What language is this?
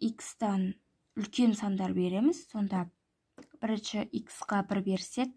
Kazakh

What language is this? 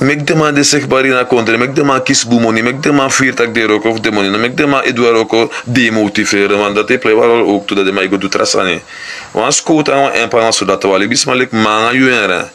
Sranan Tongo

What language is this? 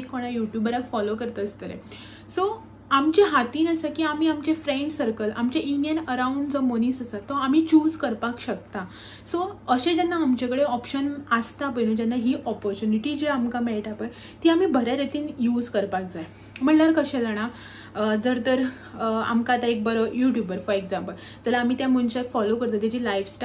Konkani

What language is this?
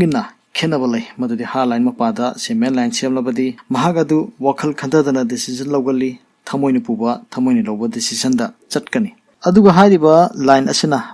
Manipuri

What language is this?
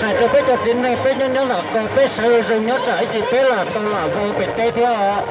Hmong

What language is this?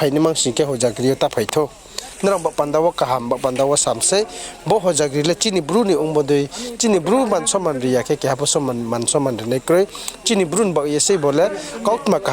Riang (India)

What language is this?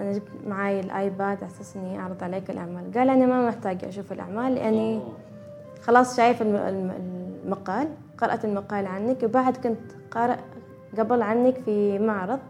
Gulf Arabic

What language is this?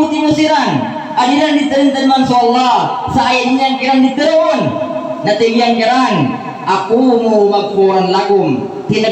Maranao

